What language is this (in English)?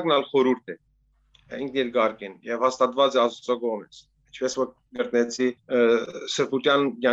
Western Armenian